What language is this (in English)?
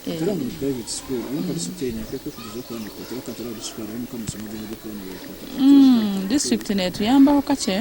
Nyankole